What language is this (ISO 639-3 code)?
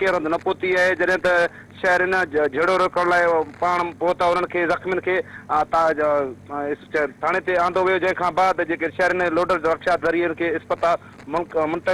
snd